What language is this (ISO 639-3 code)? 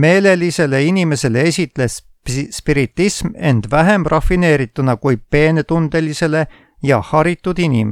est